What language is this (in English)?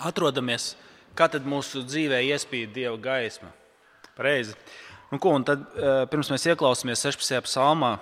Latvian